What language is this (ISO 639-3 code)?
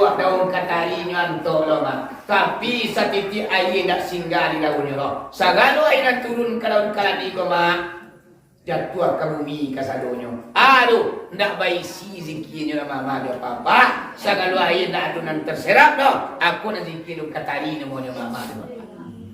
min